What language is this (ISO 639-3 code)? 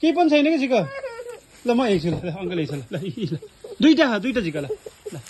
nep